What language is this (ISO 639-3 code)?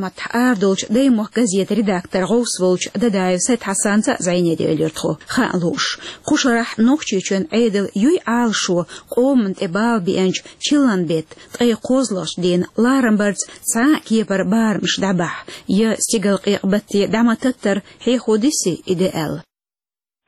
che